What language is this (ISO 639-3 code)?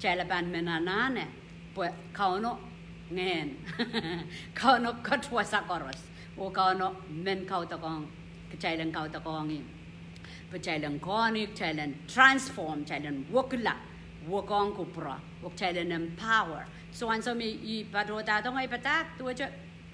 pon